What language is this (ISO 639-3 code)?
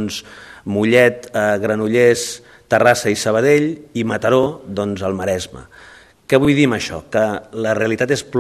cat